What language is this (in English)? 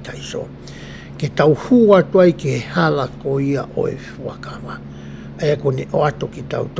Tongan